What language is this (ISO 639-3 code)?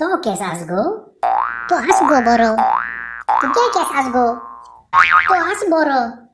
kok